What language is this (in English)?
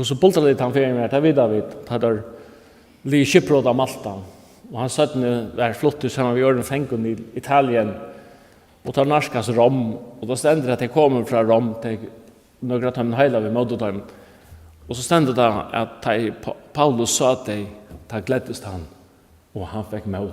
Faroese